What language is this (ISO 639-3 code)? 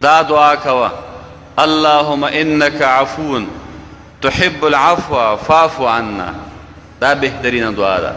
pus